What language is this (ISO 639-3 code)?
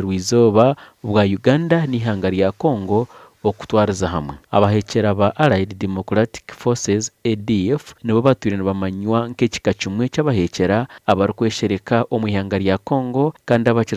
nyn